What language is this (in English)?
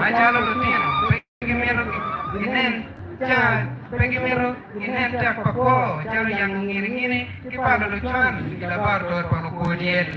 Acoli